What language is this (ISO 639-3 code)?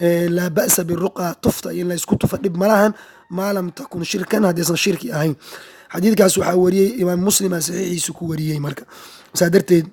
som